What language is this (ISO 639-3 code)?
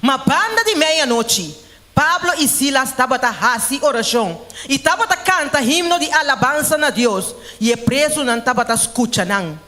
pap